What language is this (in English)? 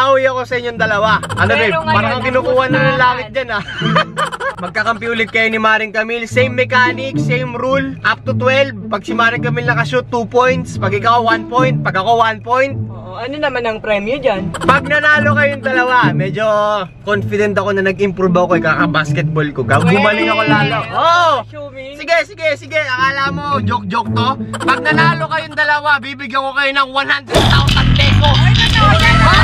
Filipino